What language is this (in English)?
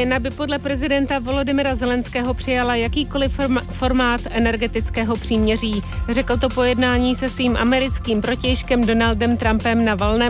Czech